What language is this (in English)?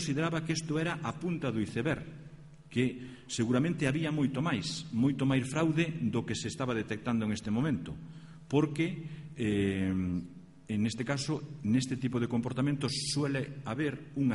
Galician